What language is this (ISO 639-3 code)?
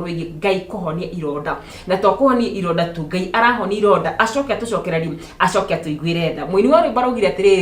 kik